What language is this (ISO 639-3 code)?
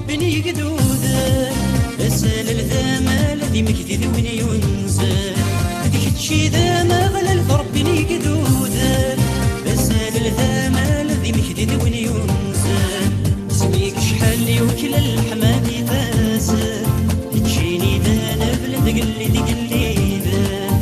kab